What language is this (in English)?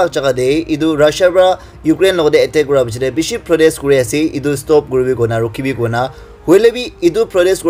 Naga Pidgin